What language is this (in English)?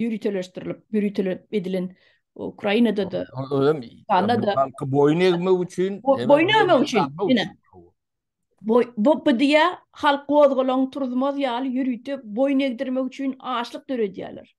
Turkmen